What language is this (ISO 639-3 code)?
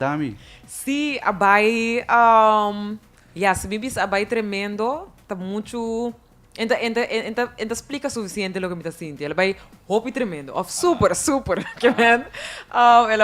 pap